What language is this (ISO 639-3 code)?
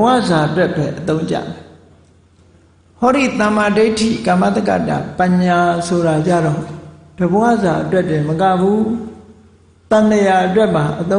mya